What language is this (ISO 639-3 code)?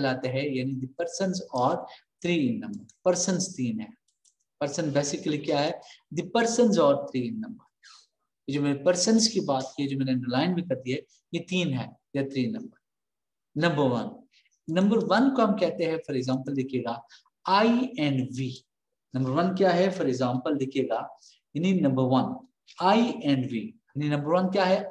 hin